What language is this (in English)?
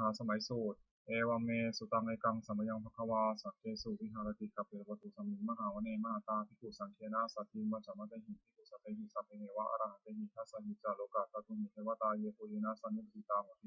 Pali